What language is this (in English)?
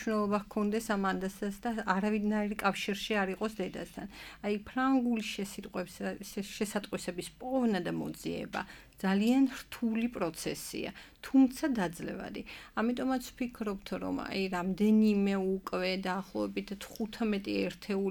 Georgian